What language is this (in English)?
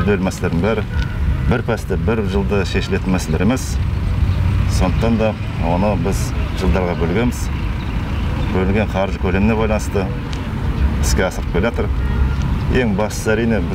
Kazakh